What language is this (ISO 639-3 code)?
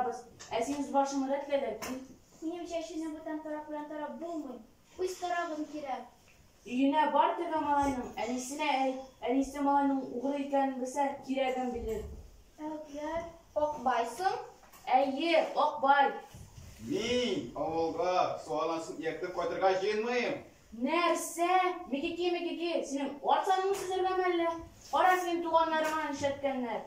tat